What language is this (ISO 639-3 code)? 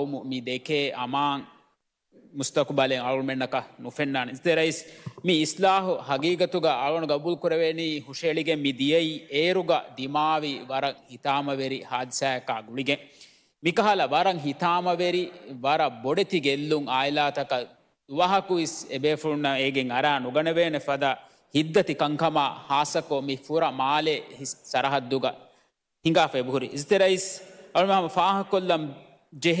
div